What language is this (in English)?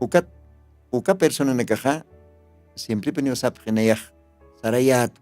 Aymara